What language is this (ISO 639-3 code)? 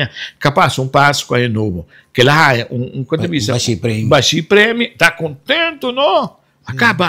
pap